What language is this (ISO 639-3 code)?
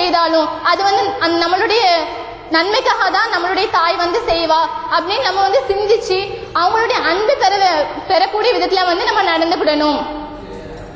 tam